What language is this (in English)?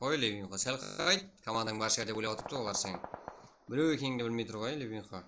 Kara-Kalpak